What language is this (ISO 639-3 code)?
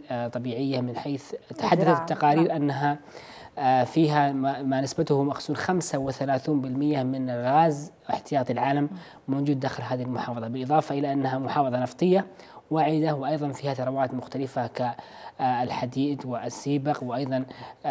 ara